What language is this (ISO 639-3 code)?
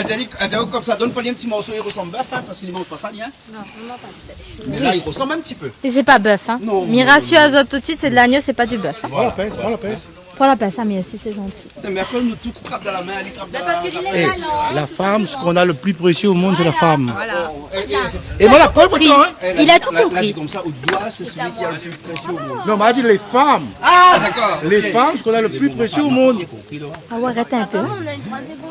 rcf